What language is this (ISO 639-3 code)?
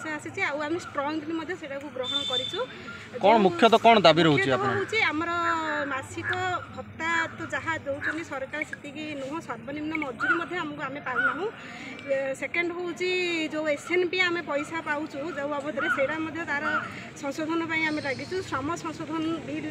ori